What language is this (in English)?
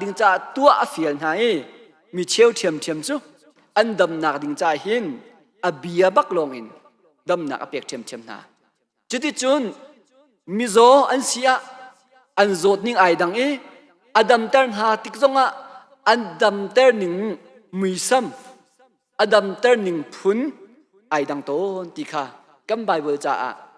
Hakha Chin